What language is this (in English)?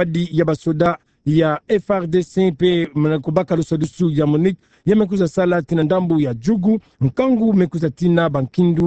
Kituba (Democratic Republic of Congo)